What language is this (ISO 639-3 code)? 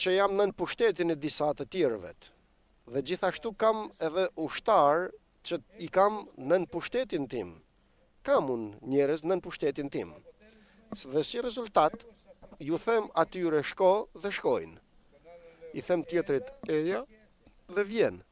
sqi